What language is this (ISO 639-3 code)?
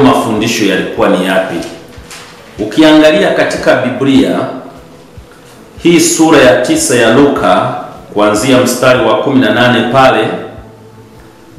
swa